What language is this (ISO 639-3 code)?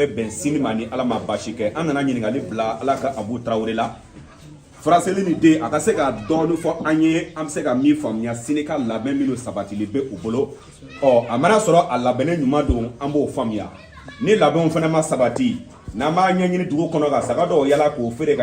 bam